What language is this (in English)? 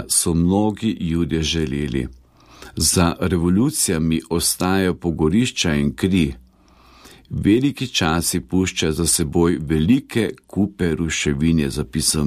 Slovenian